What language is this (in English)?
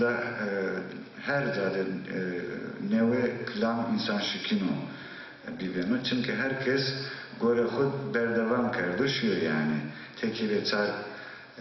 Zaza